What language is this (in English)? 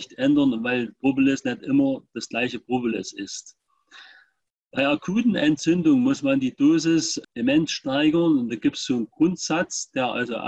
German